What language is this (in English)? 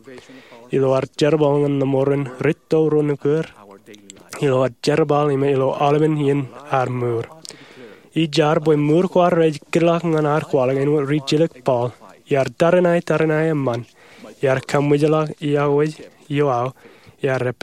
Marshallese